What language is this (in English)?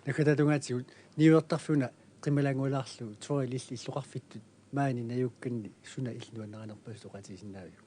Kalaallisut